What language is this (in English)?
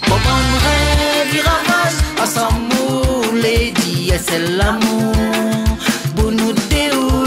Réunion Creole French